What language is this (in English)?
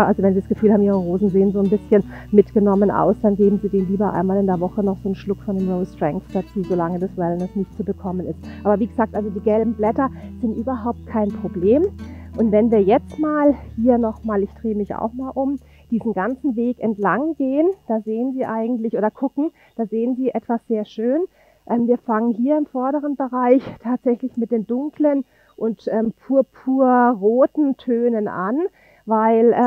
German